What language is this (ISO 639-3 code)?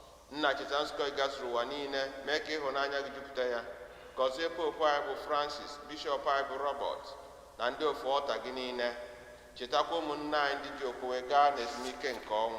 ibo